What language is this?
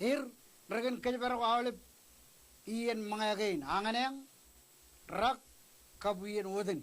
Marshallese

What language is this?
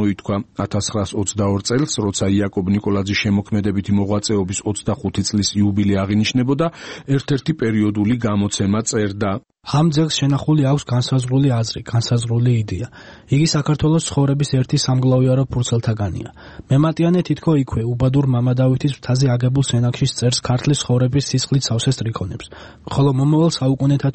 Georgian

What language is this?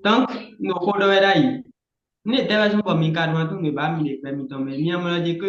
Fon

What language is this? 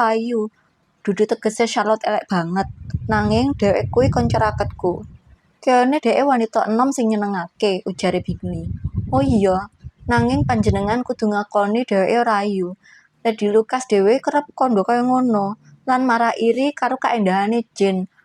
Javanese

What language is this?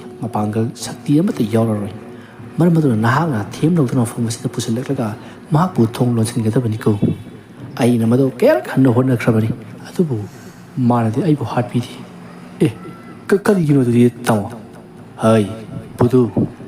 Manipuri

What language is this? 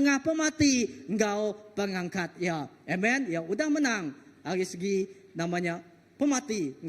Iban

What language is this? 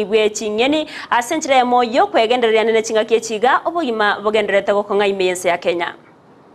Gusii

